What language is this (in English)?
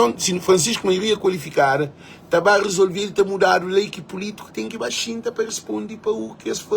Kabuverdianu